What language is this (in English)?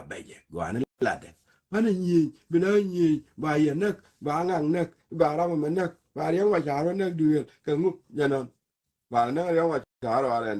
Nuer